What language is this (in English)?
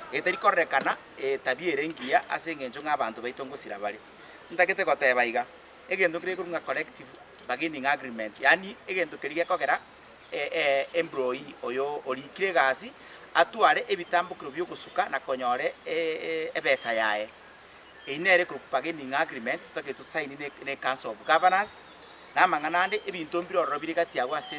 Gusii